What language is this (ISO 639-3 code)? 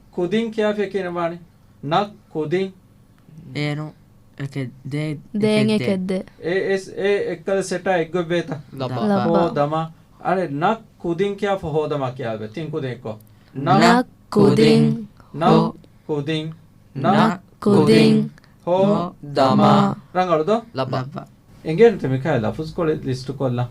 div